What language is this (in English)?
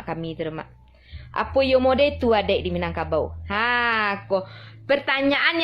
Minangkabau